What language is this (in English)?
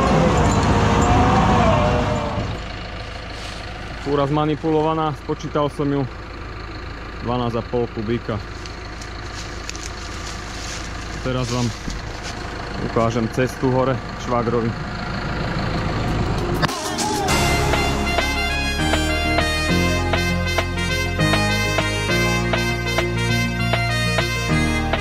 Slovak